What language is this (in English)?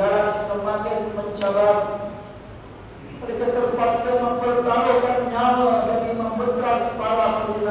Malay